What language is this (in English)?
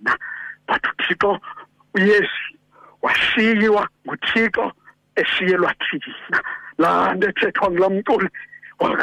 Xhosa